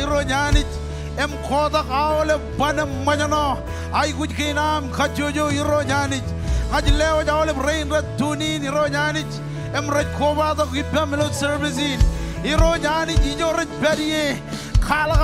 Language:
Marshallese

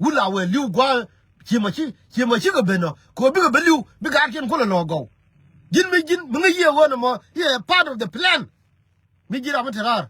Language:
Nuer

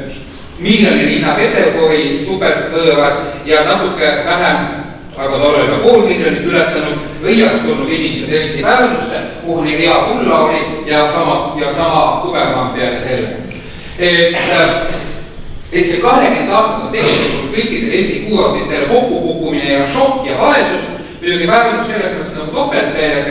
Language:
Estonian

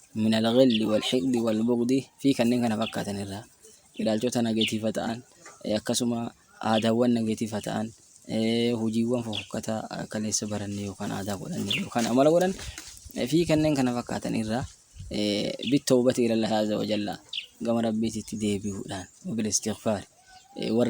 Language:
Oromo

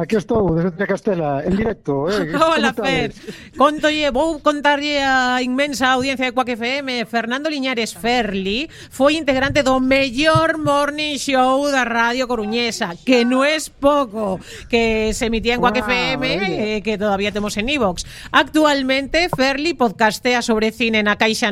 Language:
Galician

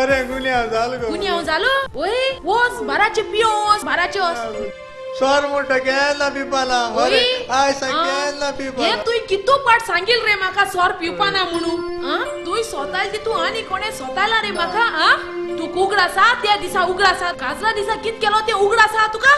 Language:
Konkani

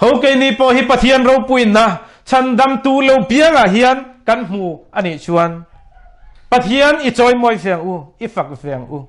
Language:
Mizo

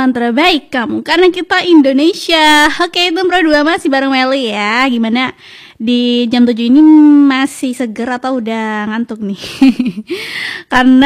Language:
Indonesian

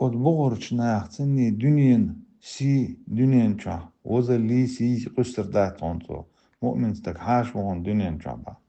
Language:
Chechen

